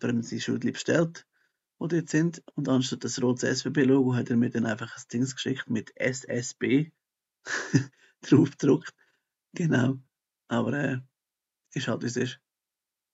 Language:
Swiss German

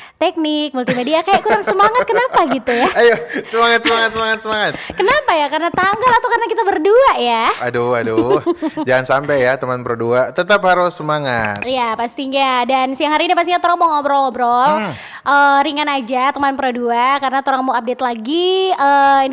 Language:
Manado Malay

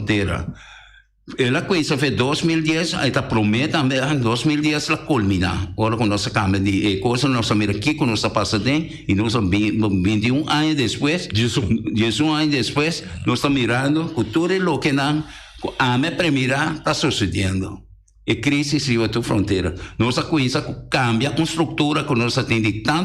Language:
Papiamento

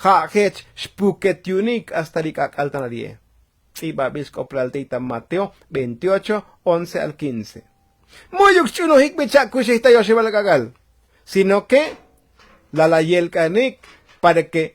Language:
Tzotzil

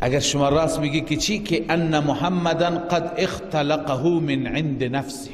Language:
Persian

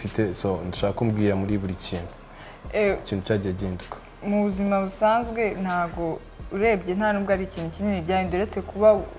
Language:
Kinyarwanda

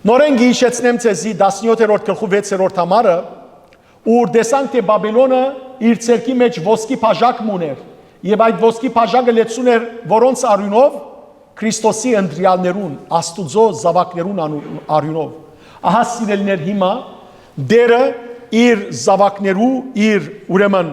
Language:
Western Armenian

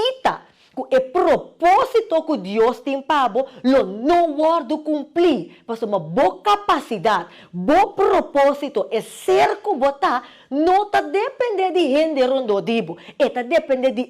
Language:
Papiamento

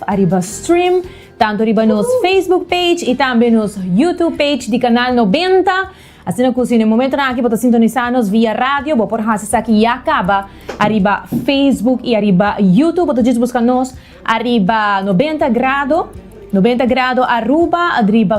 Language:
Papiamento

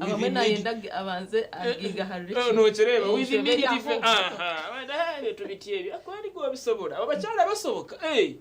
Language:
Nyankole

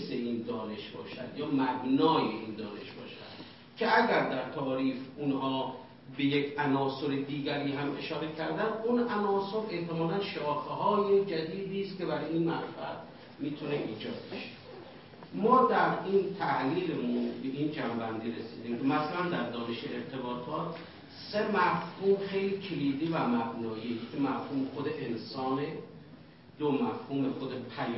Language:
Persian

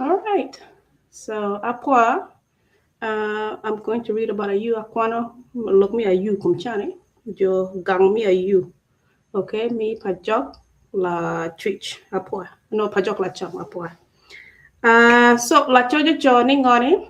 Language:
Acoli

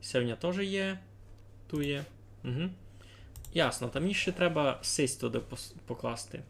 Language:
Rusyn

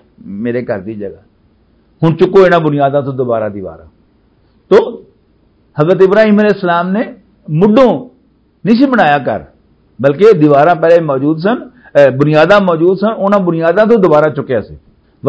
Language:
Western Panjabi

